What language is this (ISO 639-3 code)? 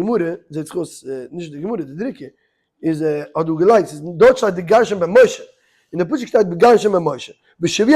yid